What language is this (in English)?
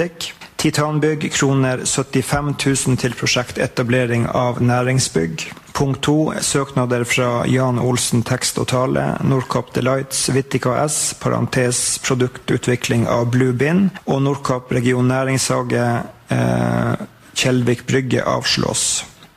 Norwegian